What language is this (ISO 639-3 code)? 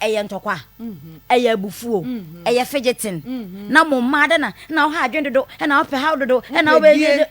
aka